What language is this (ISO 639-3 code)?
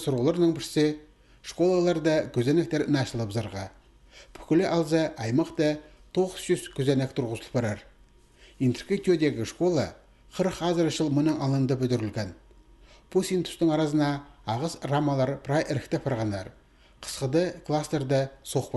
kjh